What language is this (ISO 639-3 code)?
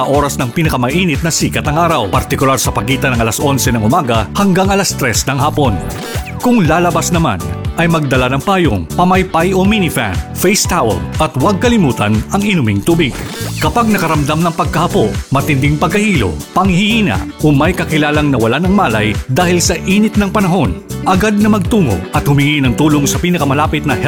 fil